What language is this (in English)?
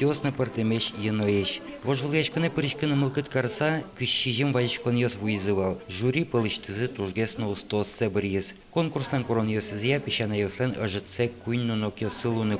Udmurt